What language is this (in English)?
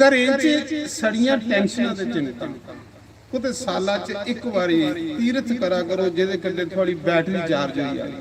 Dogri